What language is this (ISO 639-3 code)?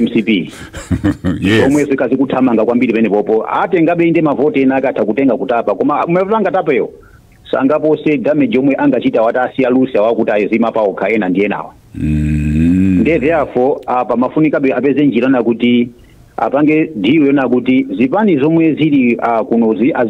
nya